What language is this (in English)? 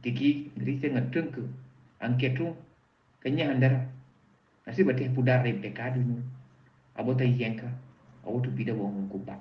Mankanya